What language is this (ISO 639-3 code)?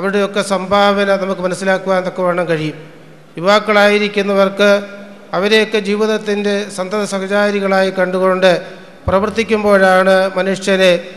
mal